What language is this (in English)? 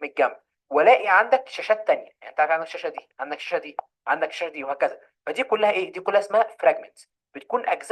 Egyptian Arabic